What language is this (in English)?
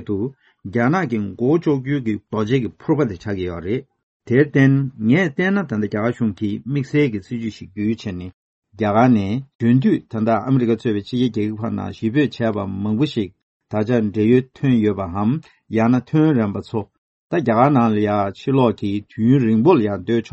Tibetan